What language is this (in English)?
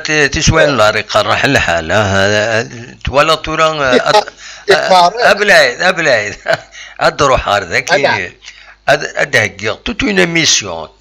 Kabyle